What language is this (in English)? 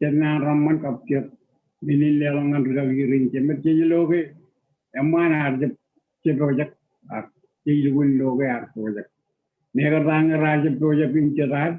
Marshallese